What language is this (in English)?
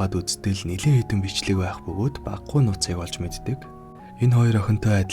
Mongolian